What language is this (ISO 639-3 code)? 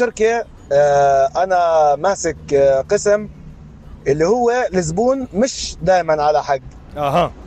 apc